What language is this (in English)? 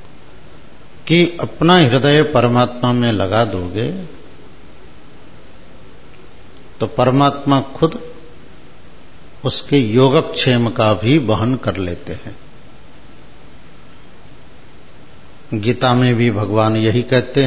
Hindi